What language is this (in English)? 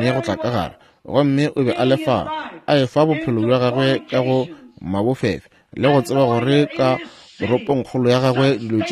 Northern Sotho